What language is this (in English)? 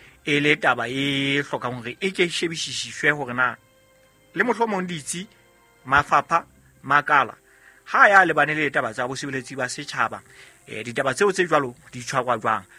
Southern Sotho